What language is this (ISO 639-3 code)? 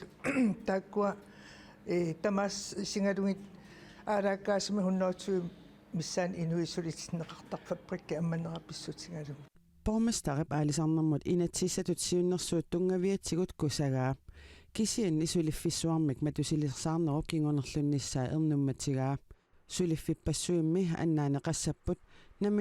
kal